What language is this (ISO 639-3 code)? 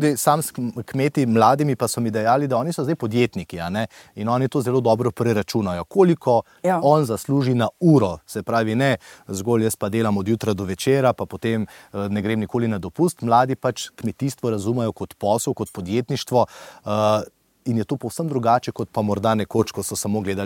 slv